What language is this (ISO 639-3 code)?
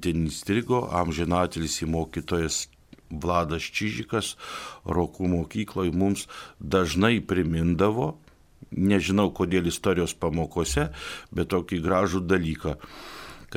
lit